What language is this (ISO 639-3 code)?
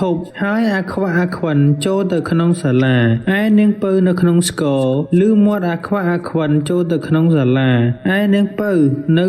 khm